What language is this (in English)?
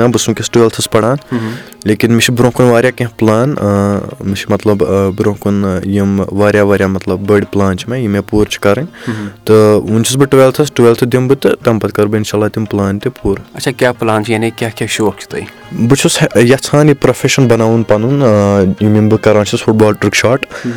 Kashmiri